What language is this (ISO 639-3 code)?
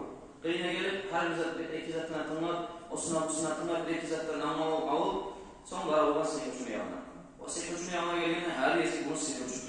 kum